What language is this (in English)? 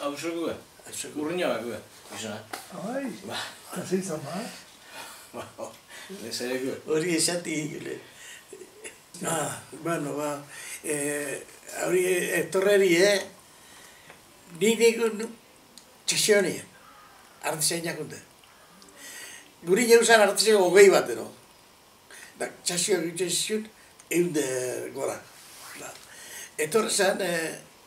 Basque